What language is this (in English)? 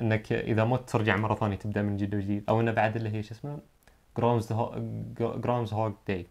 Najdi Arabic